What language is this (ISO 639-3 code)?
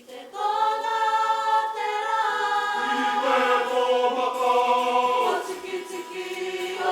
mri